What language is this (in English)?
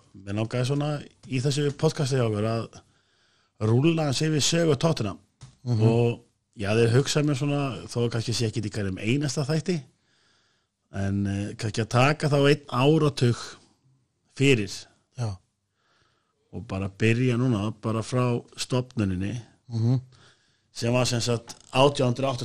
Icelandic